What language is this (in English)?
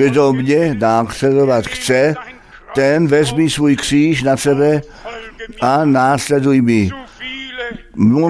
Czech